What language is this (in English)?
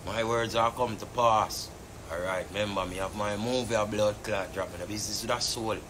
Jamaican Creole English